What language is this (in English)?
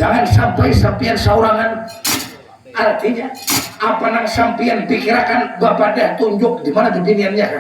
Banjar